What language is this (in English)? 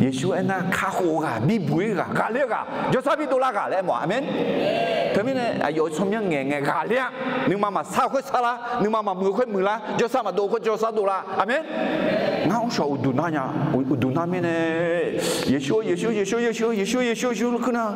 Akha